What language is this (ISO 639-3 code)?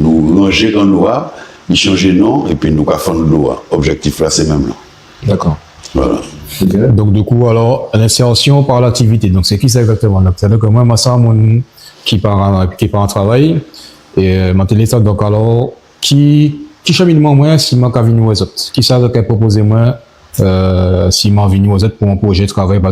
gcf